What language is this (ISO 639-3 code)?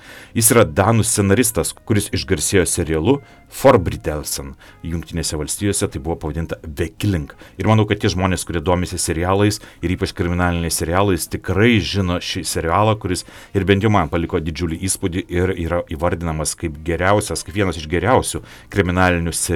lit